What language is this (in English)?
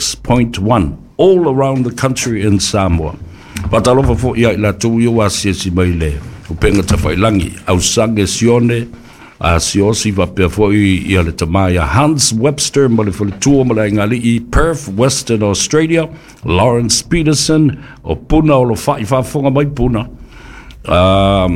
Samoan